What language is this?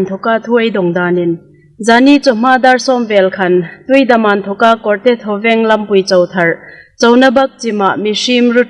Hmar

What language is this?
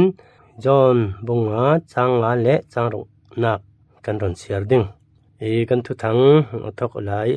Falam Chin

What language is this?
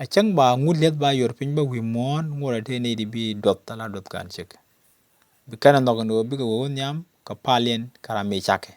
Nuer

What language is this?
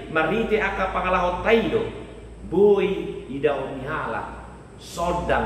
Batak Toba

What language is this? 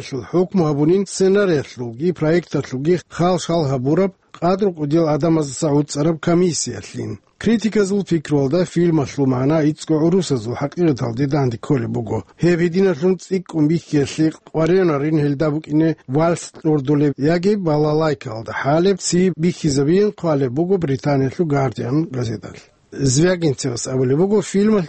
Avaric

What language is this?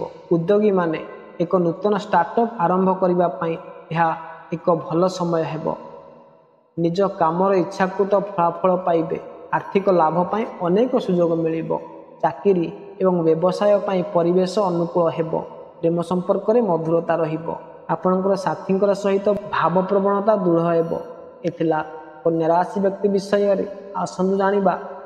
Odia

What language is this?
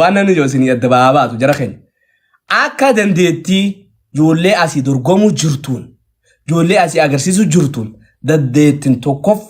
Oromo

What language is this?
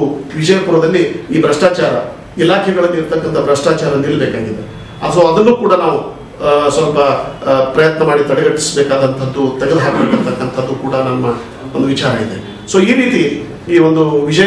Kannada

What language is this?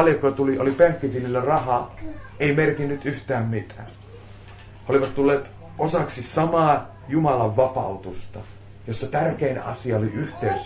Finnish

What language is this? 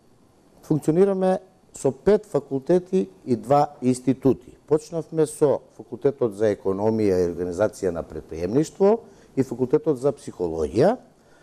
Macedonian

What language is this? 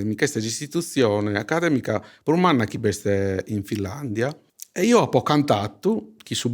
Sardinian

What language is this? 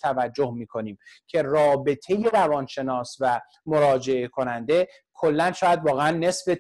Persian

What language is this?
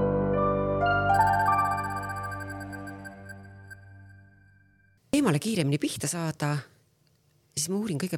Estonian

